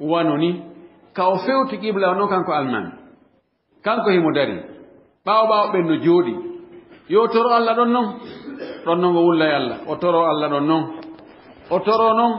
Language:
Fula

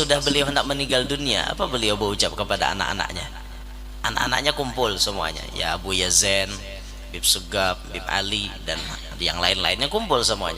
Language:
Banjar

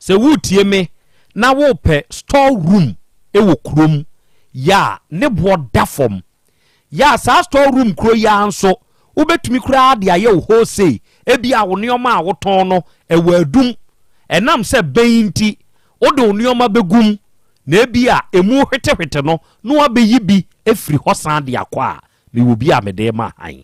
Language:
Akan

